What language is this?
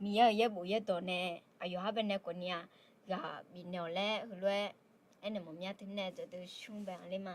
Akha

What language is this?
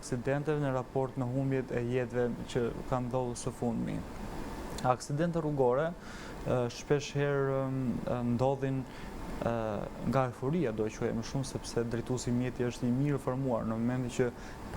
Albanian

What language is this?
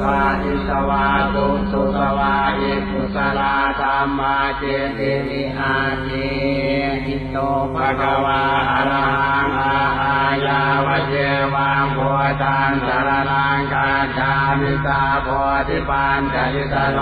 Pali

